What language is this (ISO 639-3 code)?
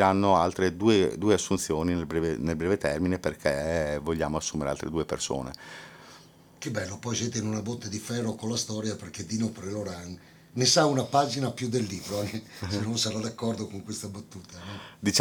ita